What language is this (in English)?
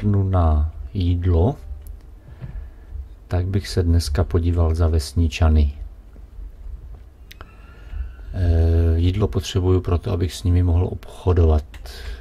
Czech